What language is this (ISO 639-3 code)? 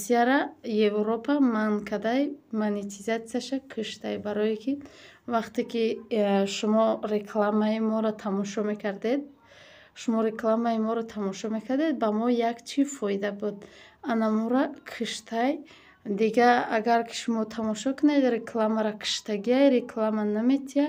tgk